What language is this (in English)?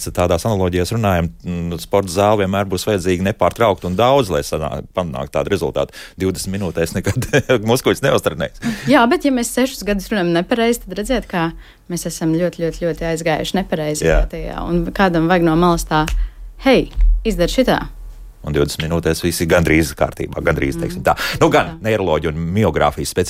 Latvian